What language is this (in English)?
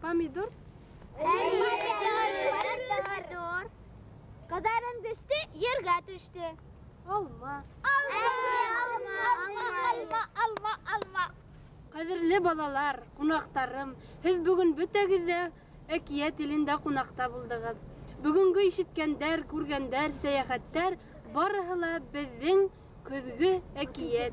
Bashkir